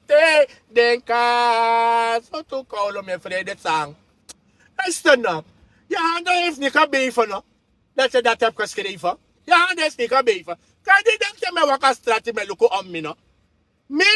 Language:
Sranan Tongo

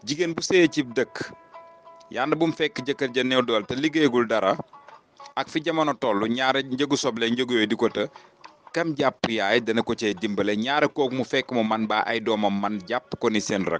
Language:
Wolof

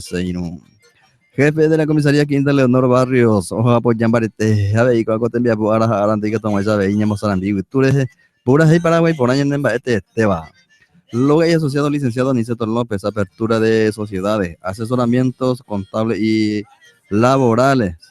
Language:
Guarani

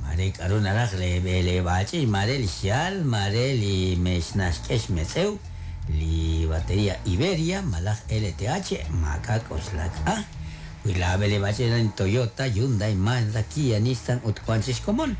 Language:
Kekchí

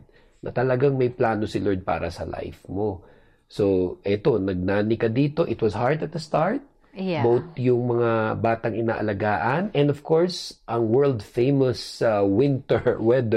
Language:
Filipino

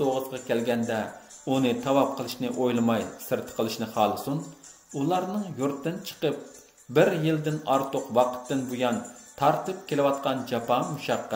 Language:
Uyghur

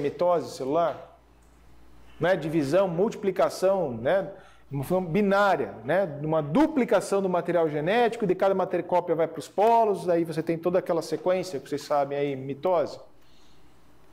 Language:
Portuguese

